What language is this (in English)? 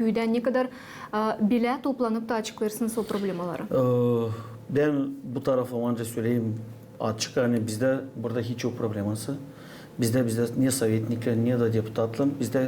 Gagauz